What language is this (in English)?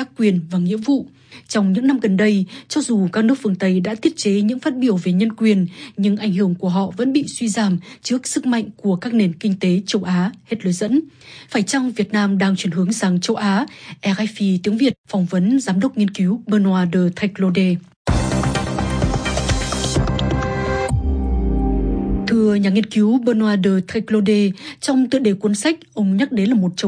Vietnamese